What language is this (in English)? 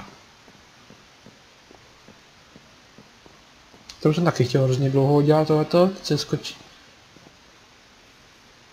Czech